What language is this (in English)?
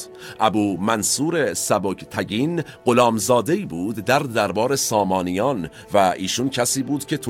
Persian